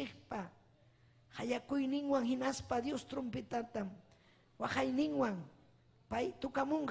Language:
Ayacucho Quechua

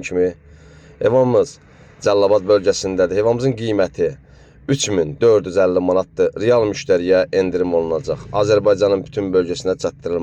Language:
Azerbaijani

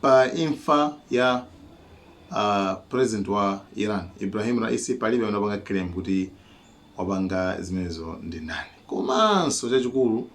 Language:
Nyanja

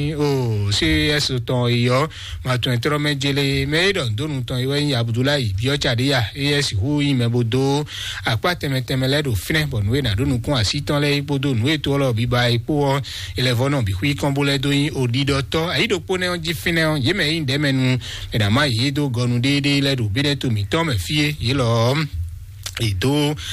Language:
Fon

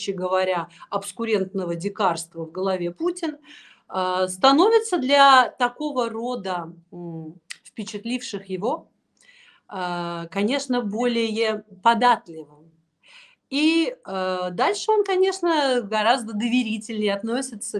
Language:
Russian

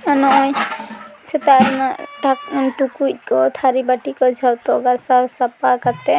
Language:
Santali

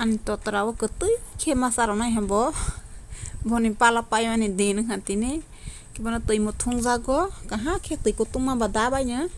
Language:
Kok Borok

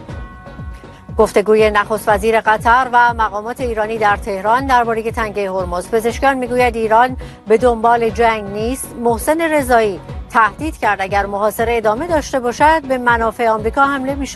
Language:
Persian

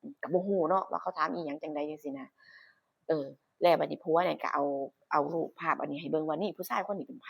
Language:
Northeastern Thai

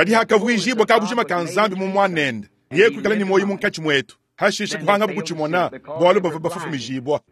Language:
Luba-Lulua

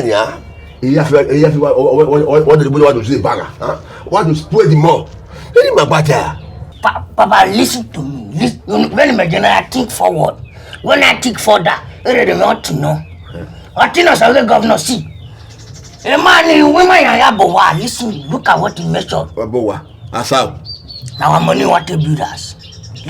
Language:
Bini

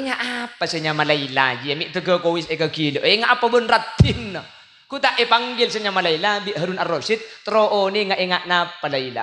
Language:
Madurese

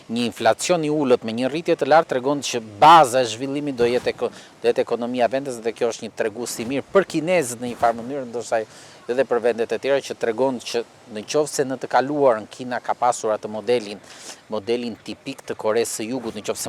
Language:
Albanian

